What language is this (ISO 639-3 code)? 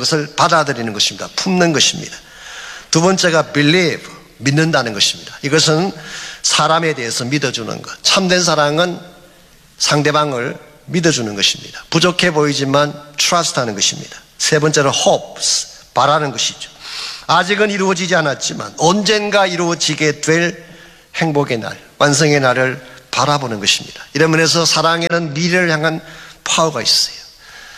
kor